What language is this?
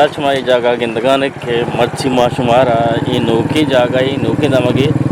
Eastern Balochi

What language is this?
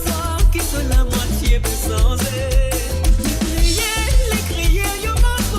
Morisyen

